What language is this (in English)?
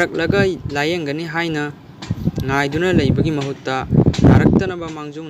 Manipuri